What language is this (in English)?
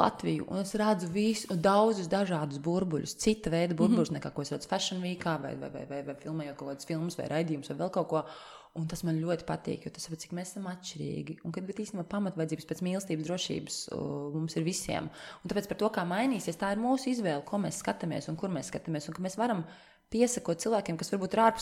Latvian